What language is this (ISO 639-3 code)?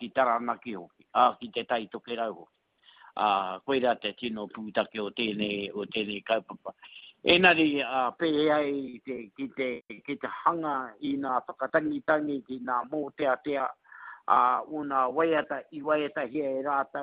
mri